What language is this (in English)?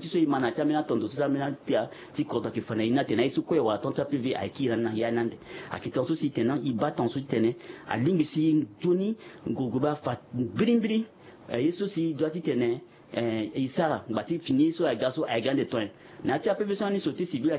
Sango